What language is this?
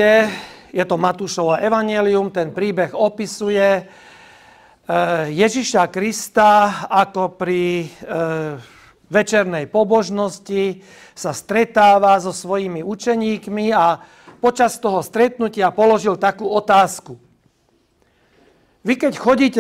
Slovak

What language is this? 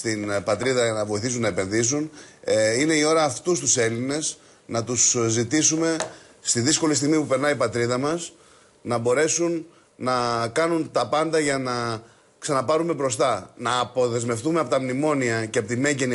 Greek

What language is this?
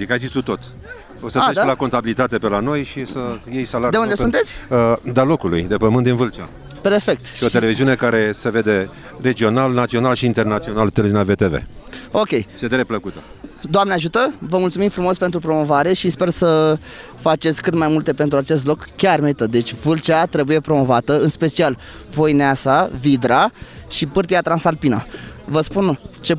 Romanian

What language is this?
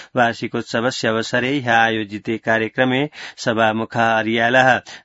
Sanskrit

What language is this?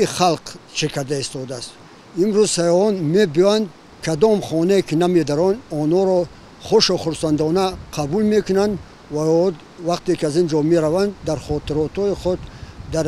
Tajik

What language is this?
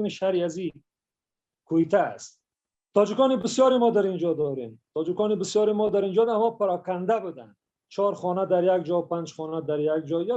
Persian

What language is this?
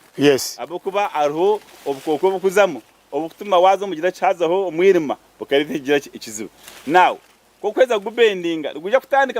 Nyankole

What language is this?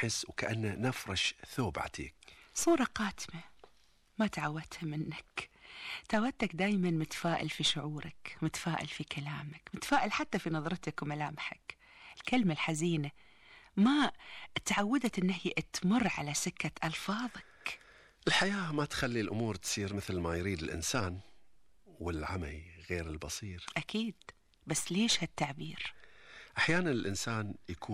Gulf Arabic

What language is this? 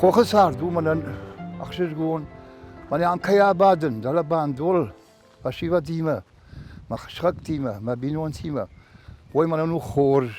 Ossetic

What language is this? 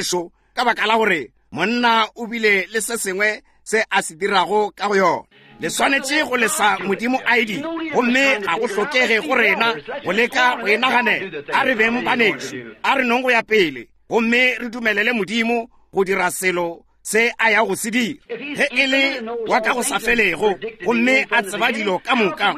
Northern Sotho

